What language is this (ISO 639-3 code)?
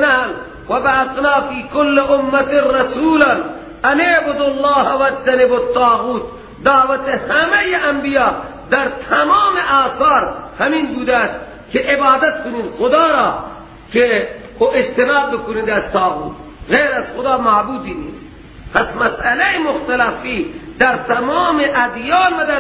fas